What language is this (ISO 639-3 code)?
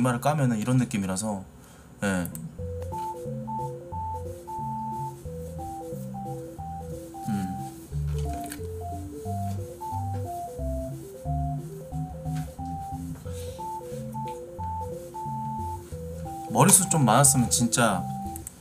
kor